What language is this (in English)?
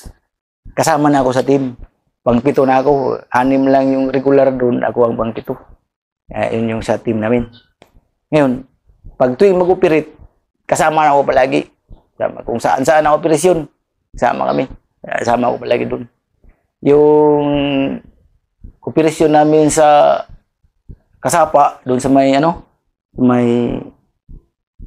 Filipino